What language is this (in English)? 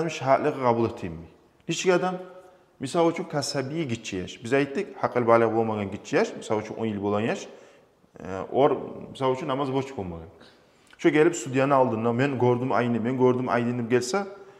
Kumyk